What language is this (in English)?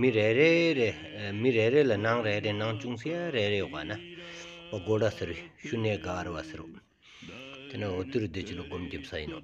Stod Bhoti